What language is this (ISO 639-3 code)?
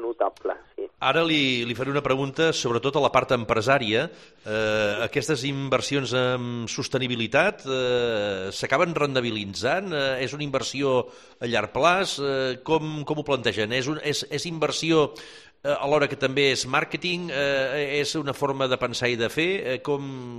cat